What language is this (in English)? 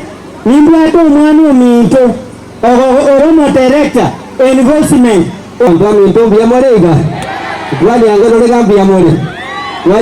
Gusii